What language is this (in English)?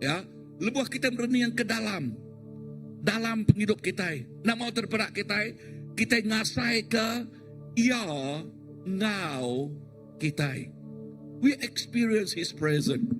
Iban